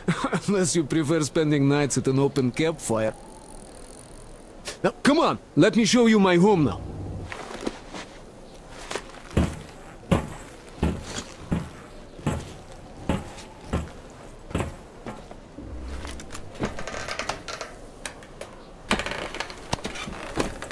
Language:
English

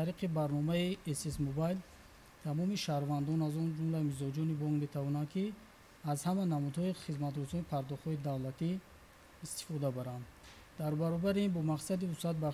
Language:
Tajik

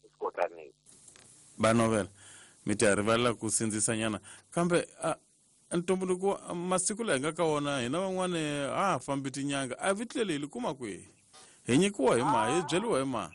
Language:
Tsonga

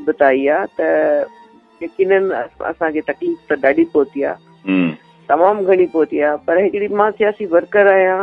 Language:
Sindhi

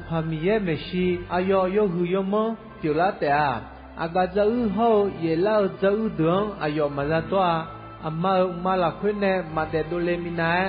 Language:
Akha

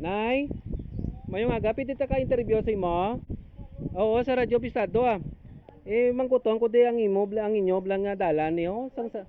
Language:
Hiligaynon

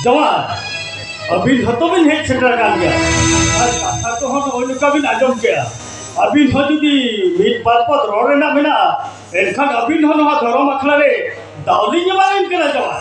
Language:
Santali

